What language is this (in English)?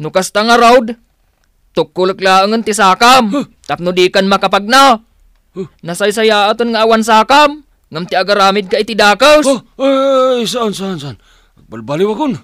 Iloko